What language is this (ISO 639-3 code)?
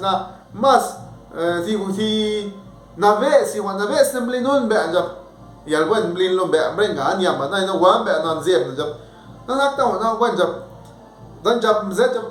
zap